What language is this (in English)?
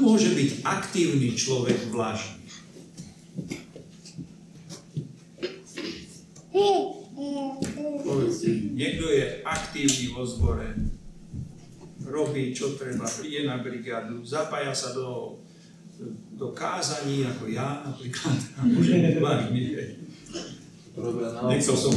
Slovak